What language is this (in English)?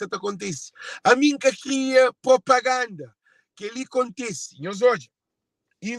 Kabuverdianu